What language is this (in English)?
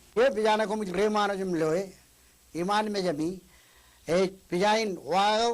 Marshallese